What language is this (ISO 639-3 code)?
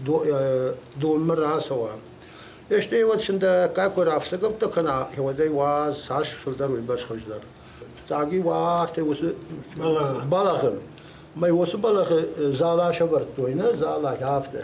oss